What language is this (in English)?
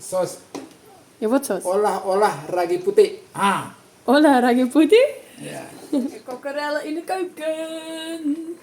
Western Frisian